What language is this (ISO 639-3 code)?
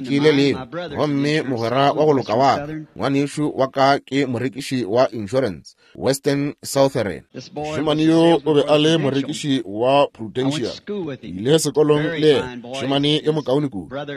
nso